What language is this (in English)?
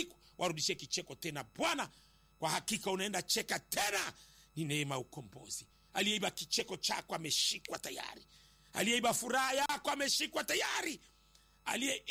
Swahili